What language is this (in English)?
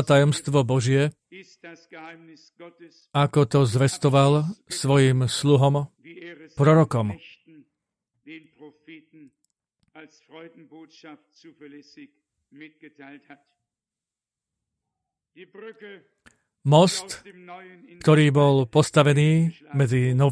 Slovak